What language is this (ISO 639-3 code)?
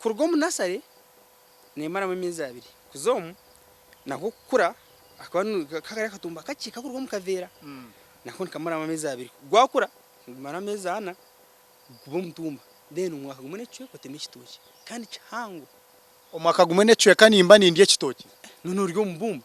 nyn